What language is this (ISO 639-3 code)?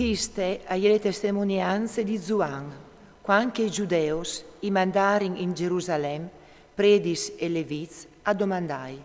fur